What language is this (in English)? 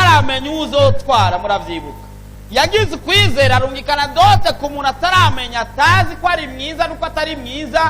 Rundi